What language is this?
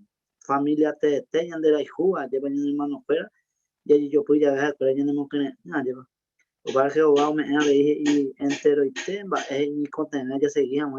Guarani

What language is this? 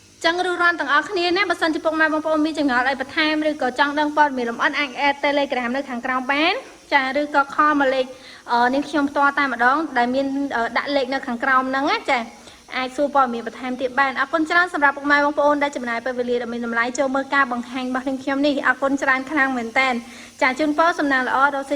Khmer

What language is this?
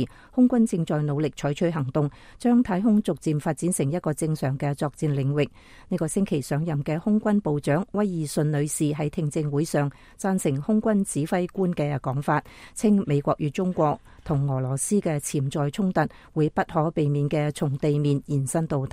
Cantonese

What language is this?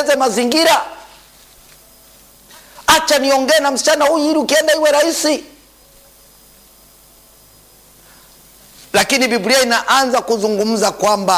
Swahili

